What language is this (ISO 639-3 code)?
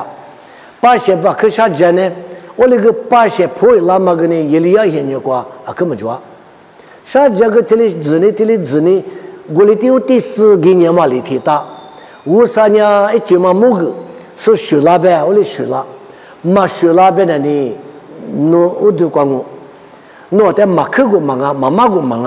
lis